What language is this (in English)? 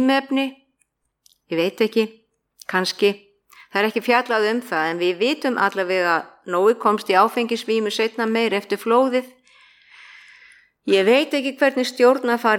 Icelandic